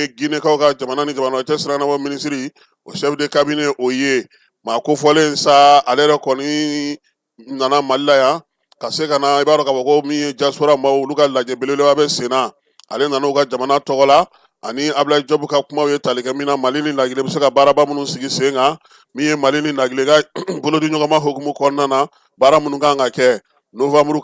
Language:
Bambara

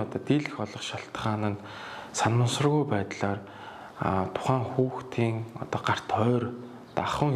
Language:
Mongolian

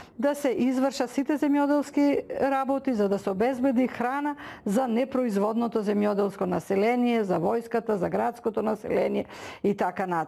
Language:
Macedonian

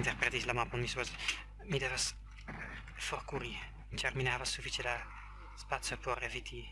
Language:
Esperanto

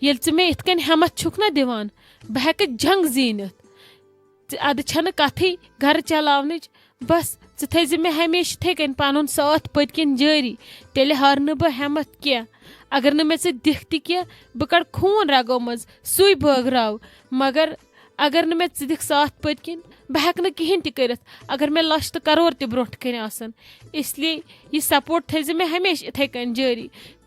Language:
Kashmiri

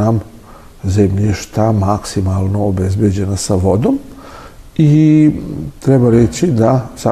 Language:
Serbian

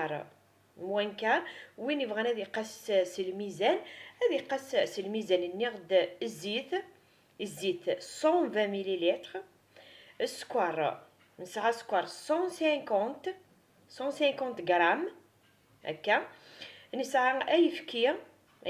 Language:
Kabyle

